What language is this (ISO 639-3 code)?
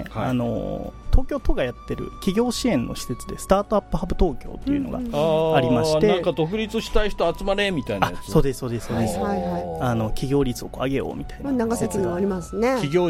jpn